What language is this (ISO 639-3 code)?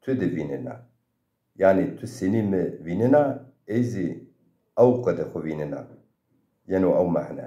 zza